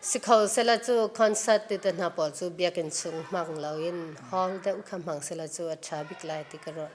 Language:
Hakha Chin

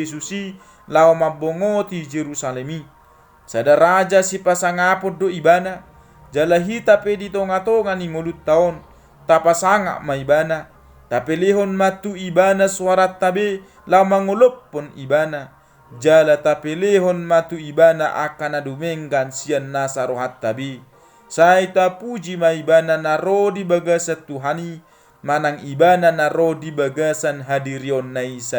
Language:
Batak Toba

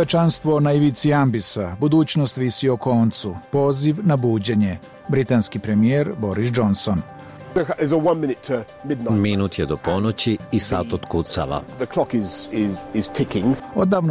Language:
Serbian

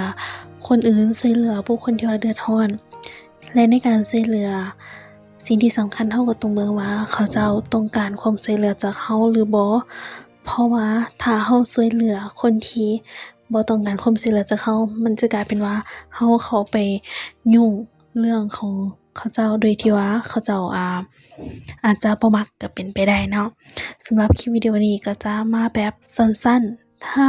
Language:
Lao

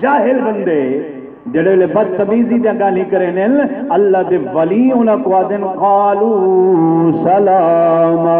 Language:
Saraiki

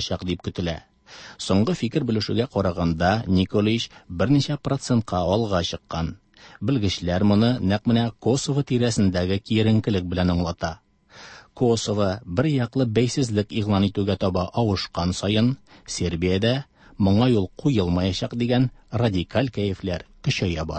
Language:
Tatar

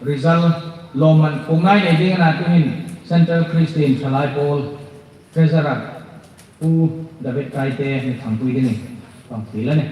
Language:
Hmar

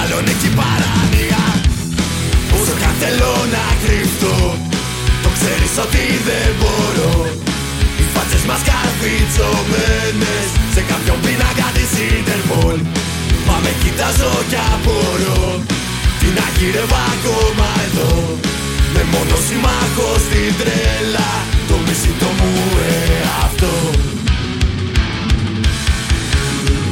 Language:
Greek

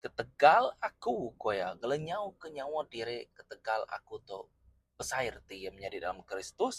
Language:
Iban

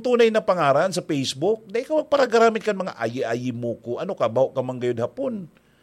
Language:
Bikol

